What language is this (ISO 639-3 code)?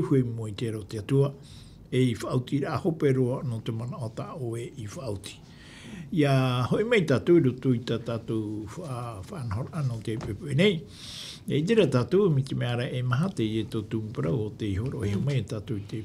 tah